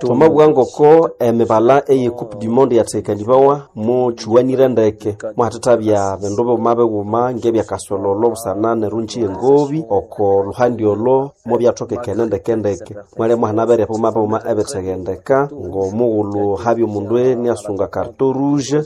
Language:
Nande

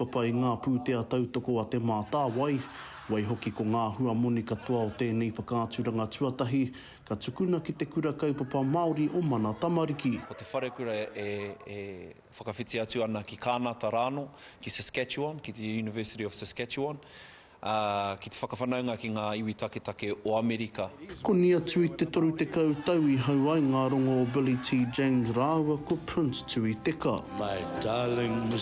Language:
Māori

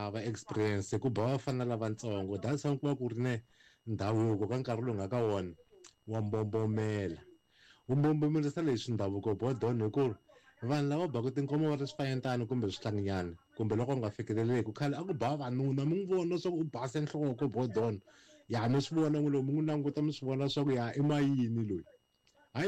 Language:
Tsonga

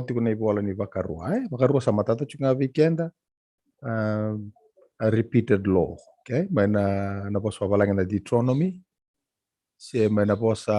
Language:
Fijian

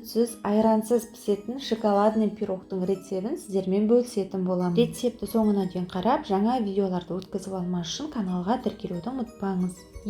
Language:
Kazakh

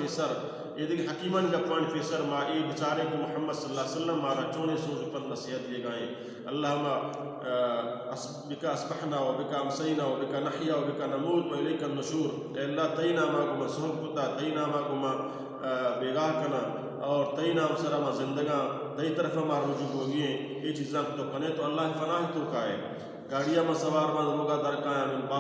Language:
Baluchi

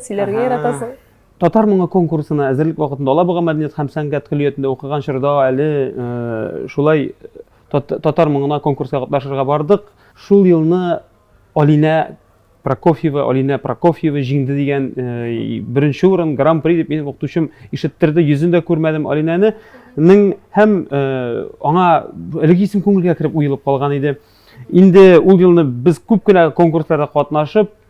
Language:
Tatar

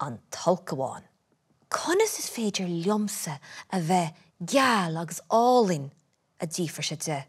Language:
Irish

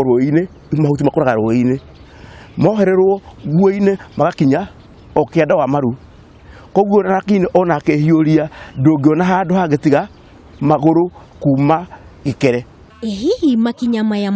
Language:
Kikuyu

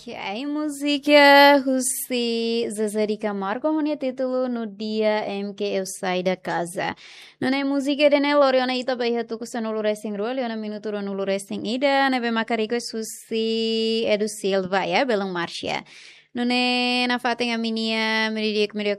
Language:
Tetum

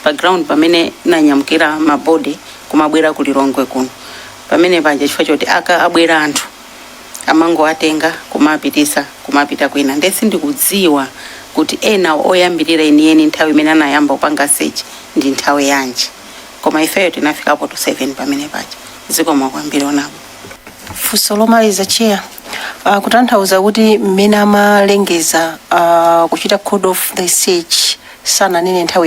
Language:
Nyanja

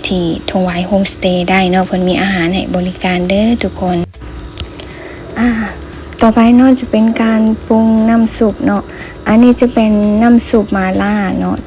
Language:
Lao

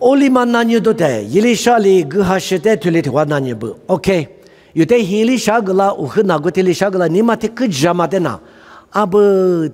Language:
Lisu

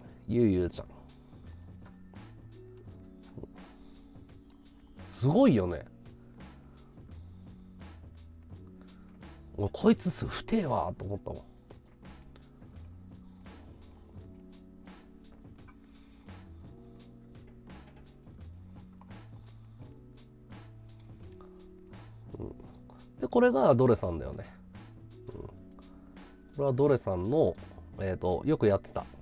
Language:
Japanese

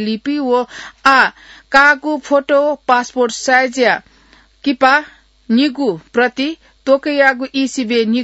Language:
Newari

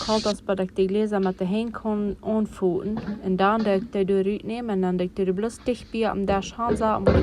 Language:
Plautdietsch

